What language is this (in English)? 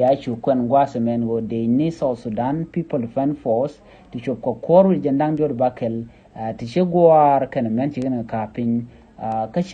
Nuer